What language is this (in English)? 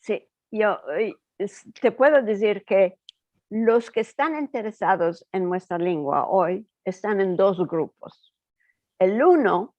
Ladino